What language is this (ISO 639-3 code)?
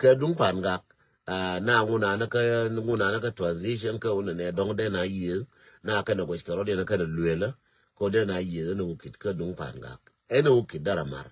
nus